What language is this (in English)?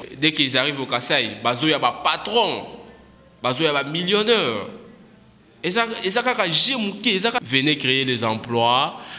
Luba-Lulua